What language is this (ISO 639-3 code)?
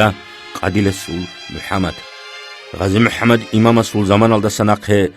ava